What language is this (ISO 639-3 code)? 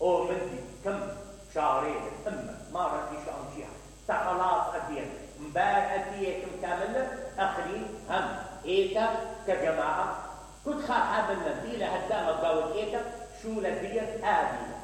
acm